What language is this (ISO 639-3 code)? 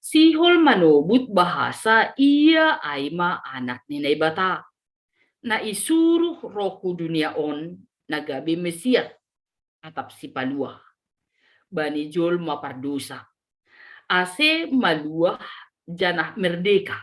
bts